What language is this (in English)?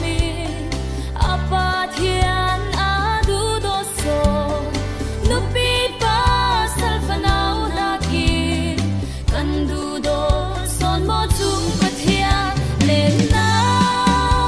Falam Chin